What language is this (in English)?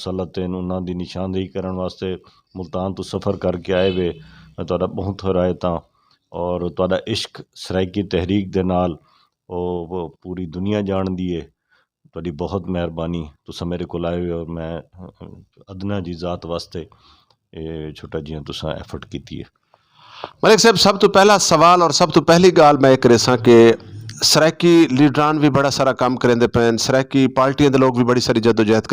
Saraiki